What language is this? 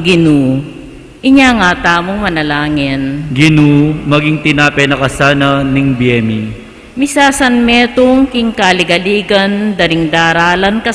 Pampanga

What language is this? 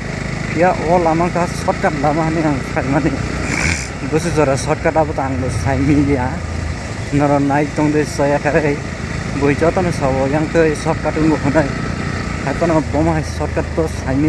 Kok Borok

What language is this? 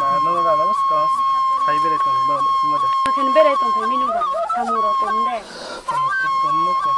Riang (India)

